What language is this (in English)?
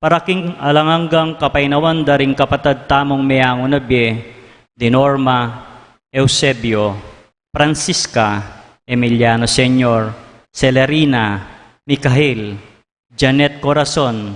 Pampanga